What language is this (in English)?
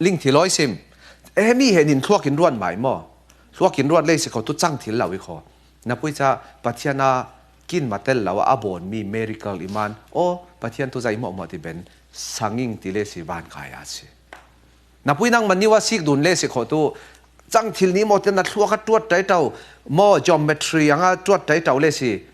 Falam Chin